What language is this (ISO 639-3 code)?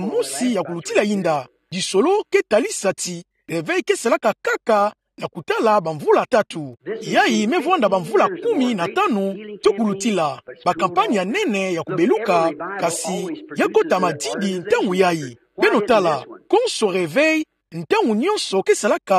ktu